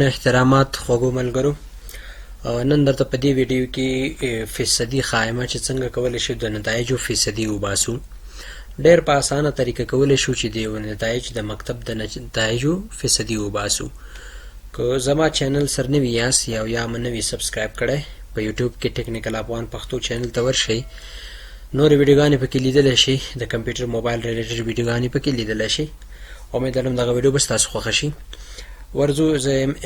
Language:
Pashto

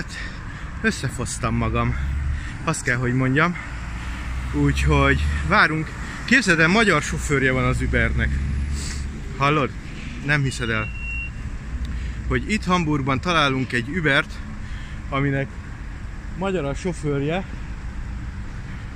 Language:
Hungarian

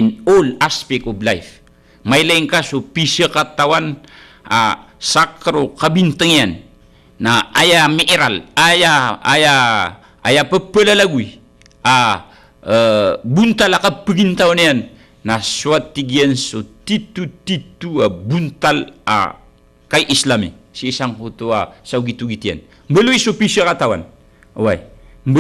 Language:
Maranao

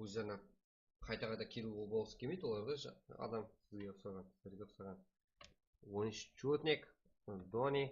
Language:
Kara-Kalpak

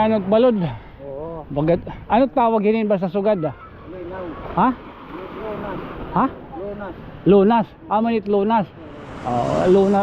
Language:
Waray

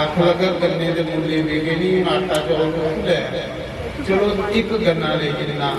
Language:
Dogri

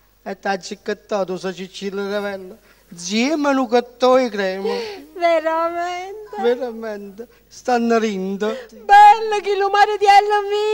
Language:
Neapolitan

